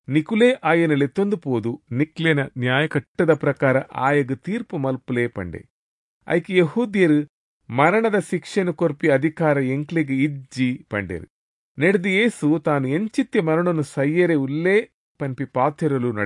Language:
Tulu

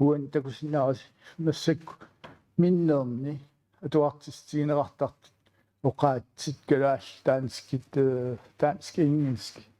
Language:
Kalaallisut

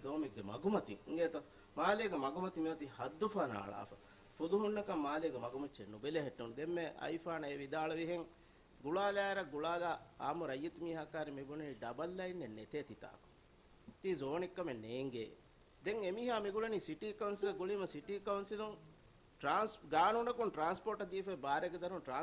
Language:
Divehi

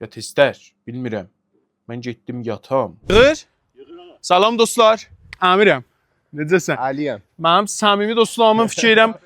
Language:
South Azerbaijani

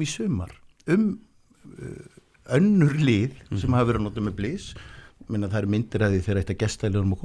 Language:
Icelandic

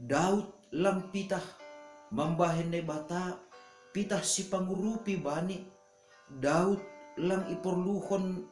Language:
Batak Simalungun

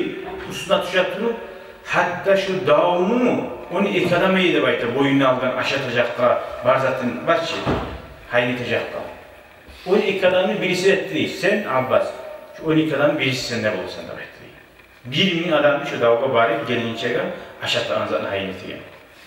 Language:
Kumyk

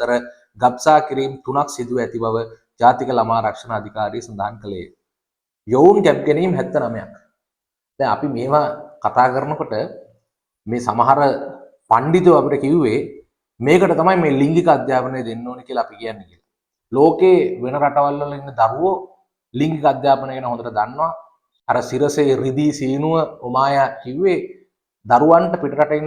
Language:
Sinhala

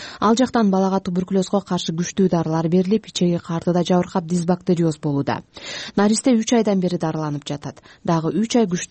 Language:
Kyrgyz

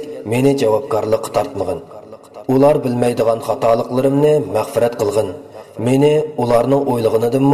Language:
Uyghur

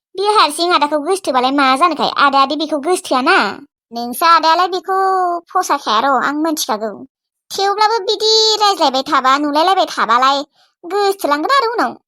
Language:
Bodo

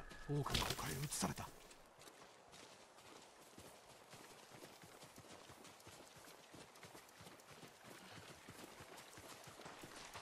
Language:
Japanese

